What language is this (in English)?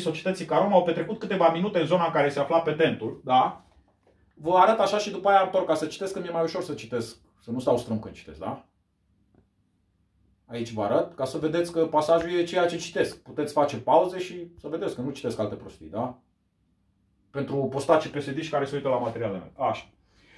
Romanian